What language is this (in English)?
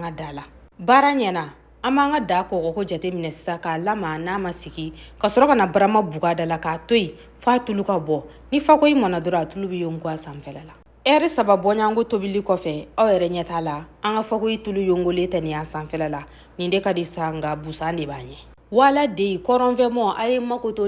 Bambara